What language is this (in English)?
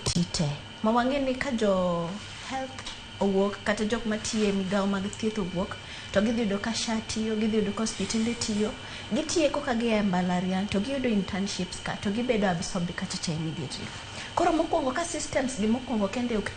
Luo (Kenya and Tanzania)